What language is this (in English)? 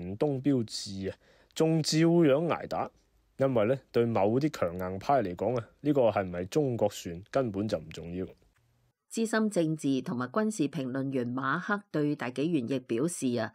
Cantonese